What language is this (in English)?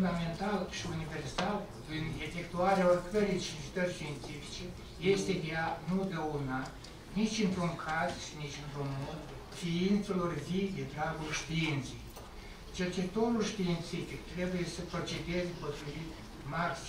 Romanian